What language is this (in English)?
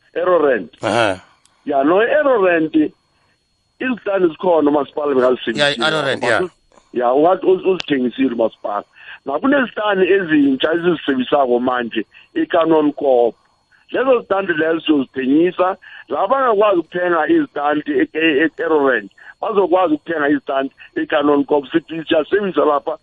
South Ndebele